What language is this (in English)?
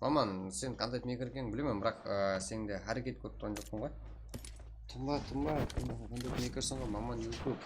Kara-Kalpak